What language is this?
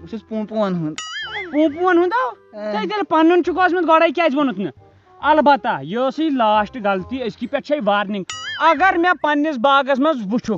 Kashmiri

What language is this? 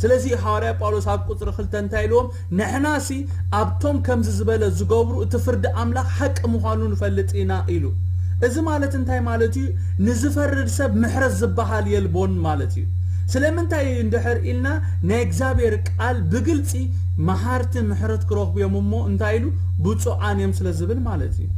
Tigrinya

